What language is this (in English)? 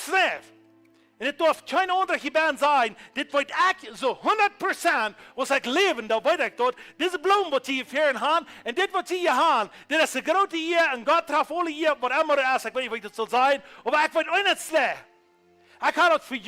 Plautdietsch